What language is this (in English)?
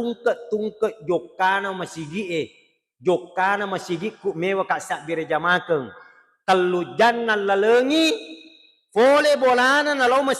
Buginese